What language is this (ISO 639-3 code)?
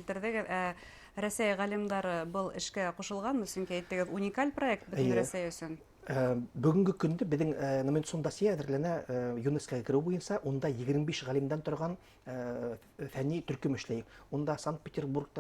bak